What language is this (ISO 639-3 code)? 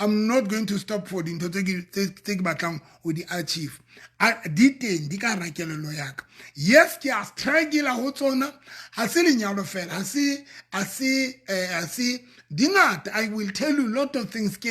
sot